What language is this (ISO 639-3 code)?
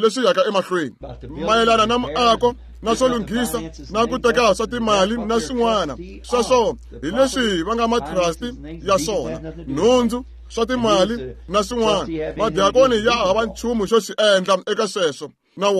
tso